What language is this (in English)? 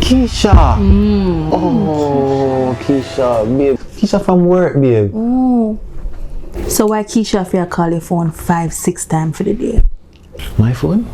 Jamaican Creole English